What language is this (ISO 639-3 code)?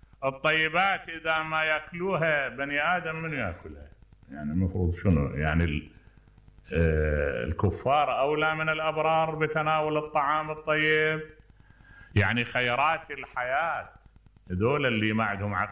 acm